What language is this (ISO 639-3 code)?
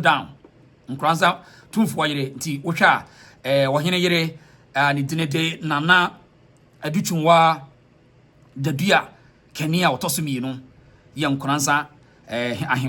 aka